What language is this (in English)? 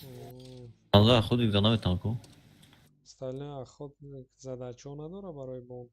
Tajik